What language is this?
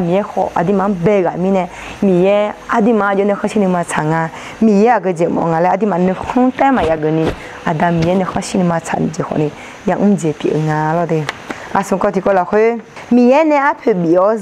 Akha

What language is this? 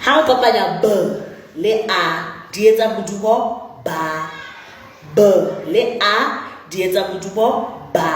Southern Sotho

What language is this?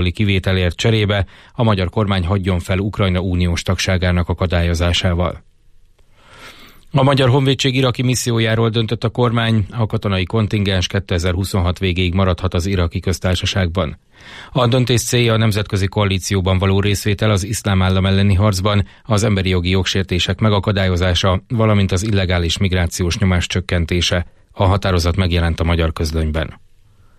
Hungarian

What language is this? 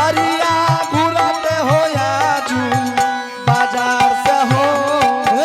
Angika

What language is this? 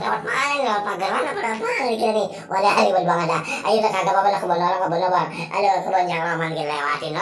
Betawi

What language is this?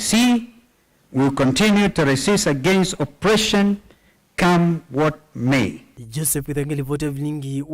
Kamba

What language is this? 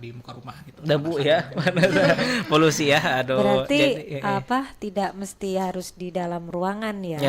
Banjar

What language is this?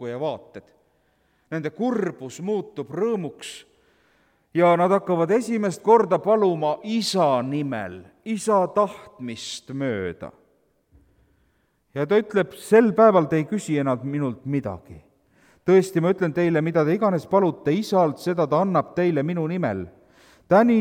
Estonian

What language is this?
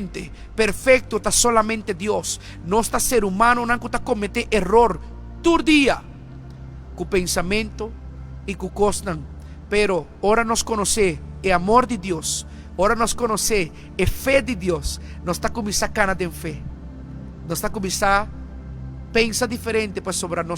Papiamento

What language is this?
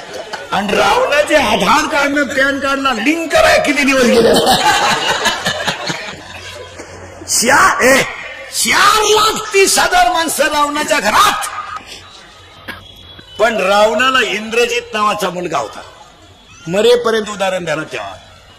Marathi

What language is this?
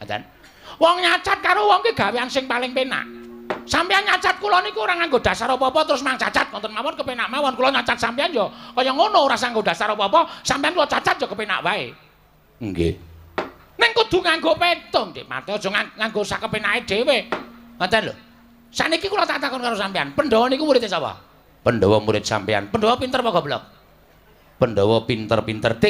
Javanese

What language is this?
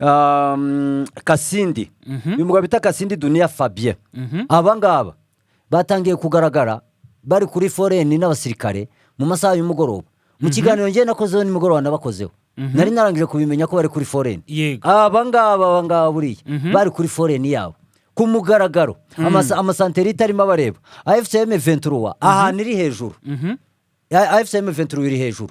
Kinyarwanda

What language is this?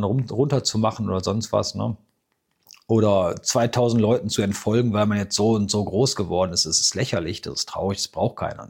German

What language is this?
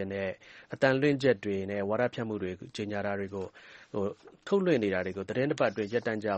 Burmese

